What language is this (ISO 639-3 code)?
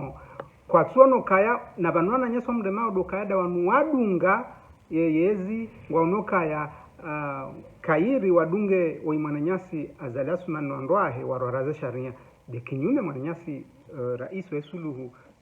zdj